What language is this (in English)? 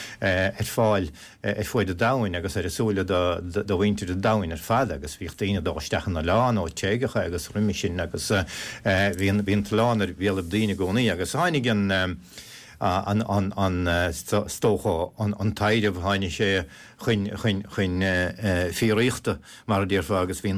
Irish